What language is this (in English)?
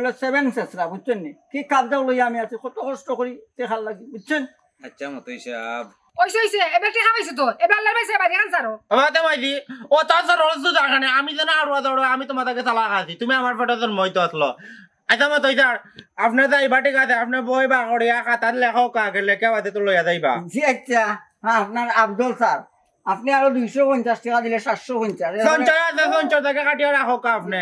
Sylheti